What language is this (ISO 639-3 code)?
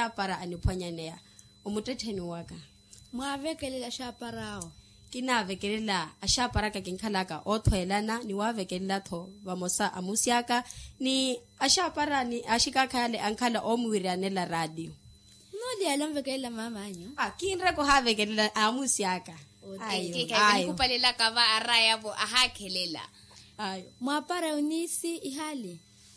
vmw